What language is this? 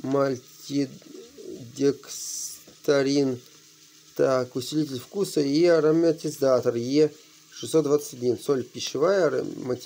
Russian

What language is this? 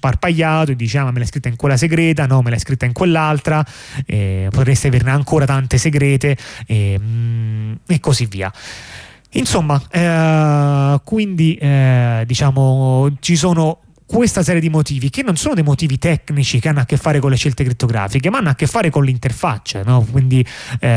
Italian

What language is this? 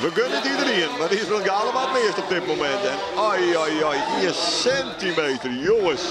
Western Frisian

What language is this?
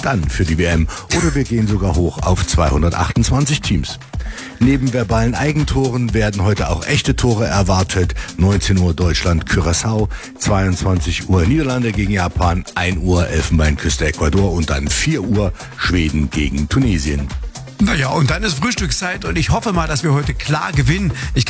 German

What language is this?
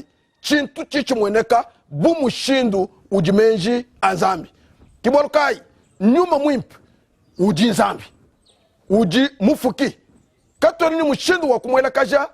Luba-Lulua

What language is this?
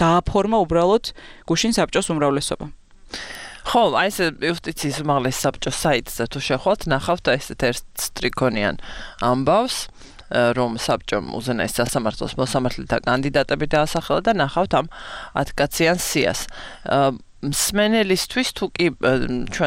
Georgian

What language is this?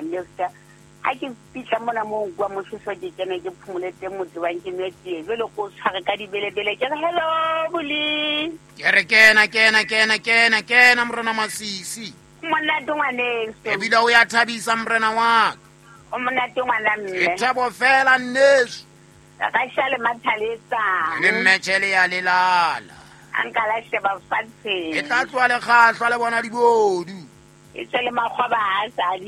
Southern Sotho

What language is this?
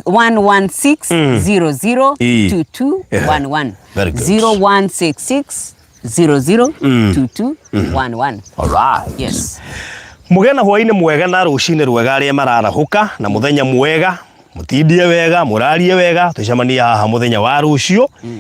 Kikuyu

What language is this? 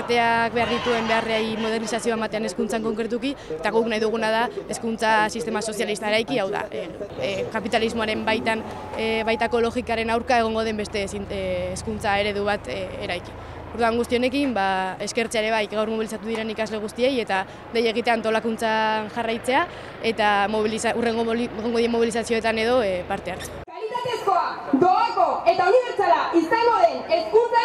Basque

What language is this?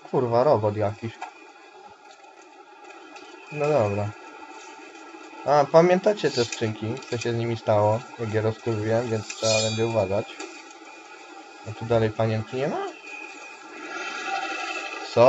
Polish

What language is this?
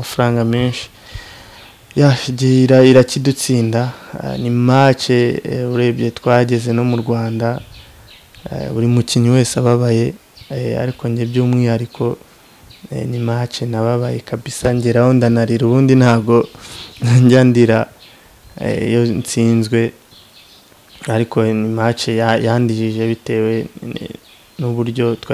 Kinyarwanda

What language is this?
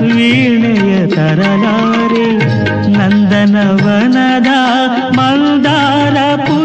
Kannada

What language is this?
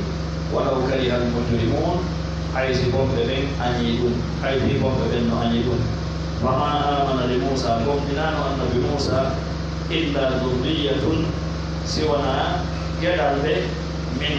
Pular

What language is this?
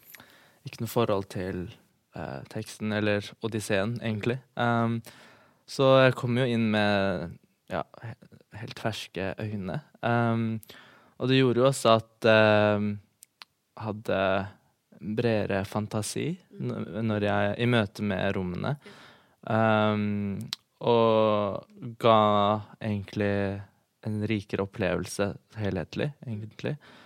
Norwegian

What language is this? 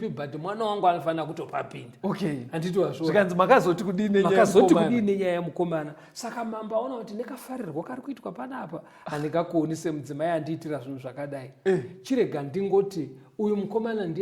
Shona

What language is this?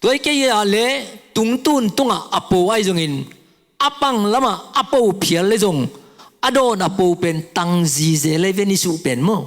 Tedim Chin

